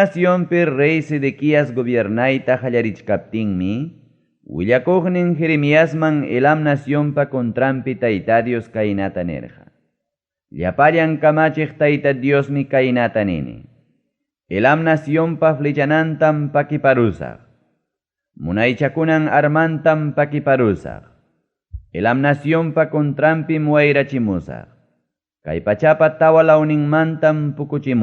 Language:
Ayacucho Quechua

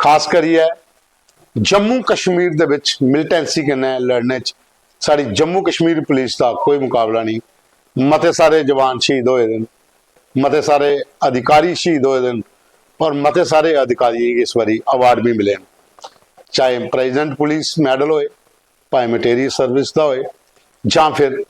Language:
Dogri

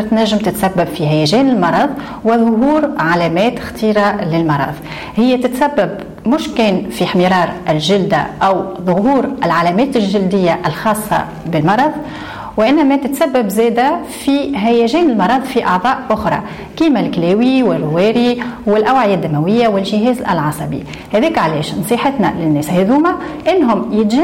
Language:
Tunisian Arabic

